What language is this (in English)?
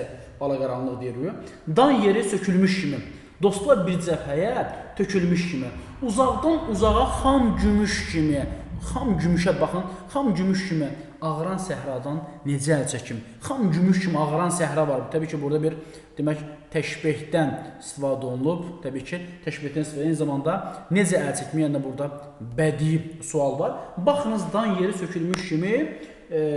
Azerbaijani